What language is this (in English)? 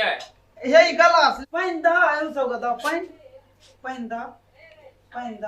Maithili